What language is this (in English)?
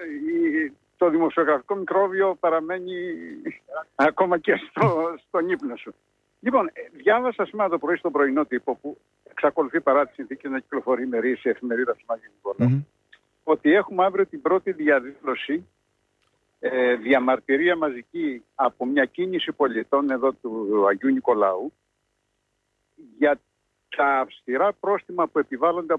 Greek